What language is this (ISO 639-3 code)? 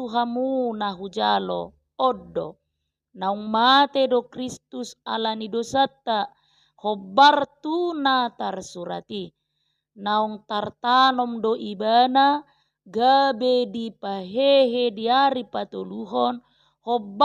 bbc